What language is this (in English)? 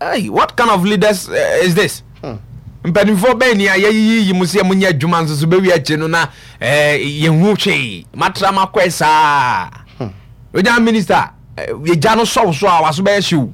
Akan